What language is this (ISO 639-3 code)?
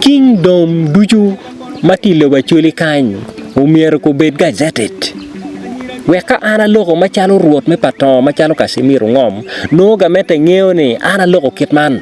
ach